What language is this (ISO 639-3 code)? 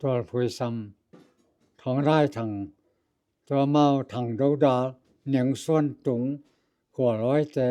ctd